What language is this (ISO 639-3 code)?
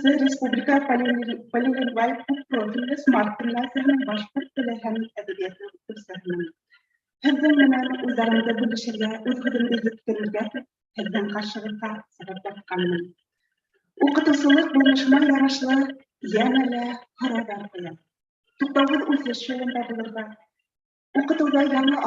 bak